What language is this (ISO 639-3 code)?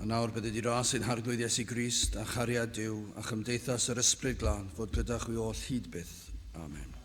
cym